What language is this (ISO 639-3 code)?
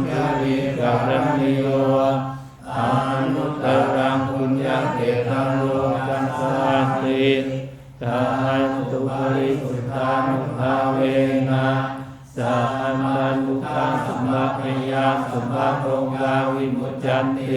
pli